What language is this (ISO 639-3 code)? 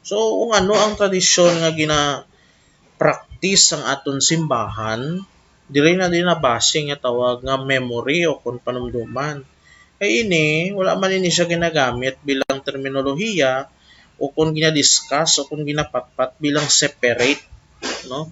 hil